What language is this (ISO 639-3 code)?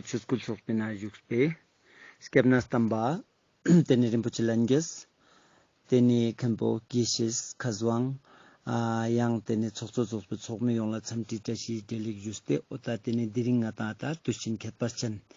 lbj